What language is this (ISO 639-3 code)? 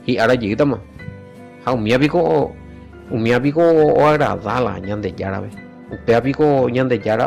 grn